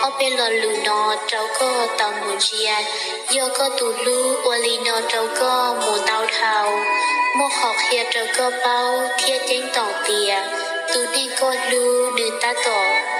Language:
Hmong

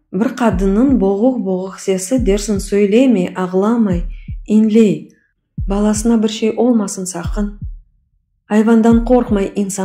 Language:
Crimean Tatar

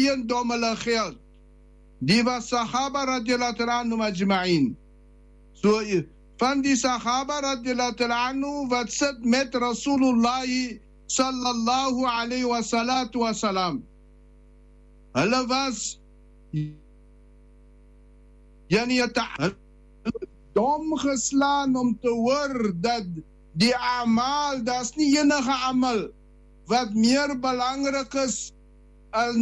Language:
Afrikaans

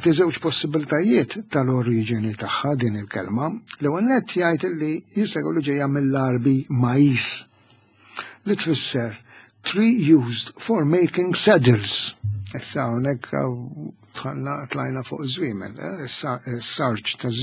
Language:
Maltese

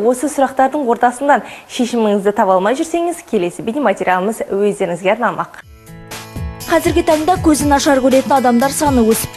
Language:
Kazakh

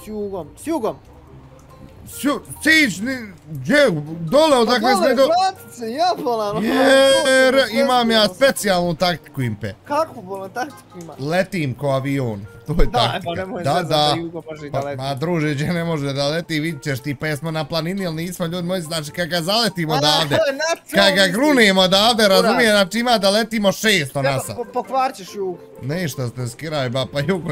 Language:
Bosnian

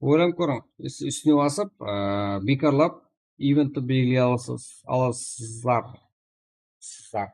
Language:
Kara-Kalpak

